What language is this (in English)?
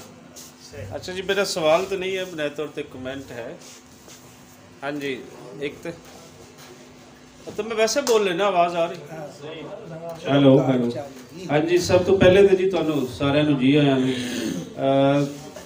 Punjabi